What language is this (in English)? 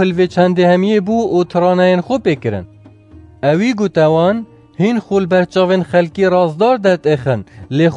Kurdish